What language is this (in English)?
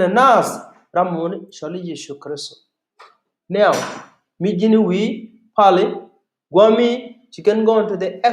Nuer